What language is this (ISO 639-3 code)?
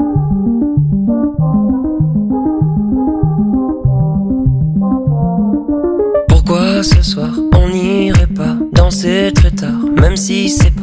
fra